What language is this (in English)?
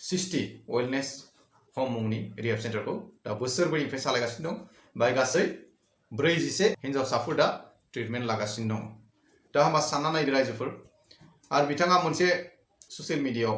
Bodo